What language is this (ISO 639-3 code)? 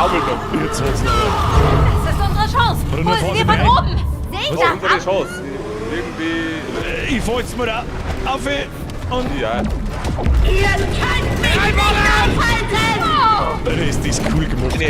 bar